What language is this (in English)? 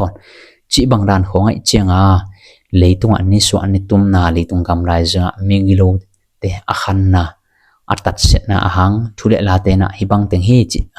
Tedim Chin